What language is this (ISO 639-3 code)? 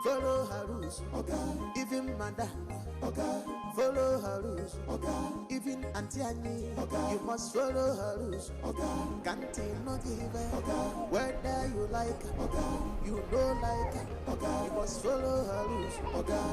pcm